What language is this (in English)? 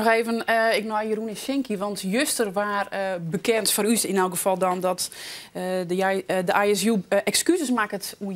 Western Frisian